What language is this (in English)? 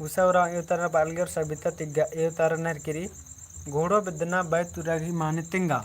Kurukh